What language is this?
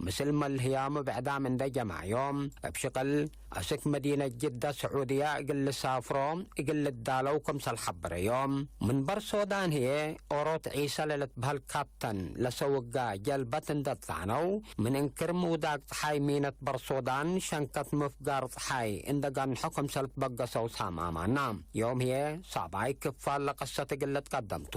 Tigre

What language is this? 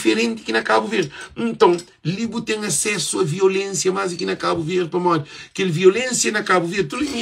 Kabuverdianu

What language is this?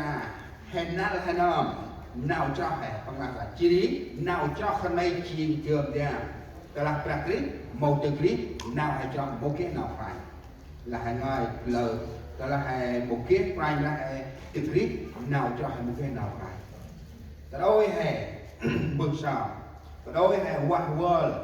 Central Mnong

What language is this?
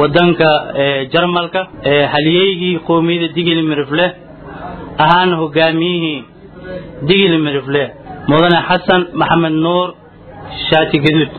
Somali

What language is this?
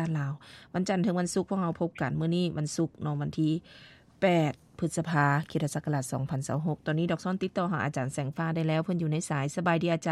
Lao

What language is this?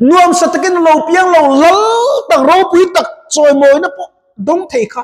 Mizo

